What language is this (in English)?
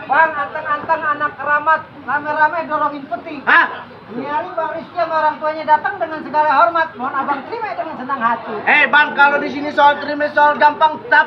Betawi